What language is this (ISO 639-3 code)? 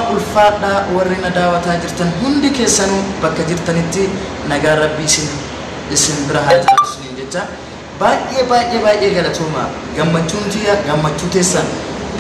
orm